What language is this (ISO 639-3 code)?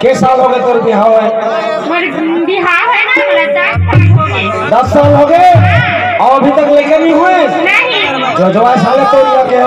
hne